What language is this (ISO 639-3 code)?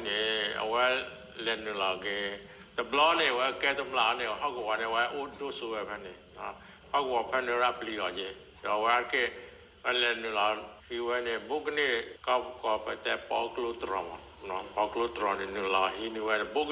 ksw